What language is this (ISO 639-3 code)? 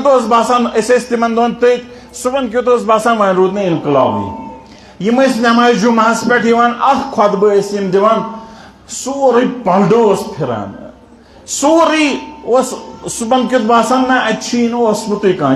kas